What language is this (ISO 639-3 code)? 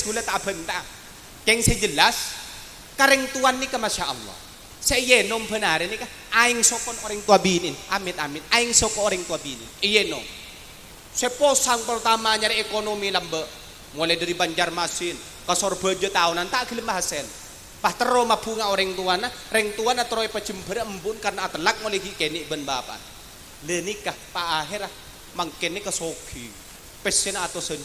mad